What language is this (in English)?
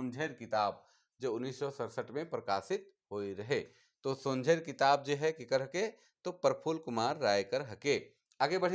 Sadri